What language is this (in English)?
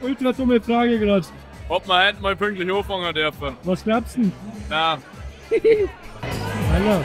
Bavarian